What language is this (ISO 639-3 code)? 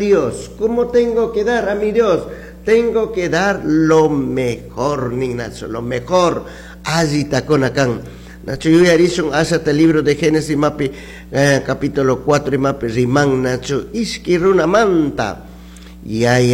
qug